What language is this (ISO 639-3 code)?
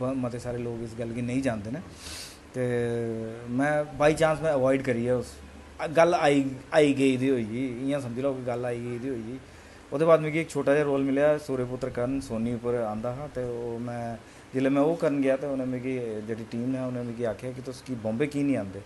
doi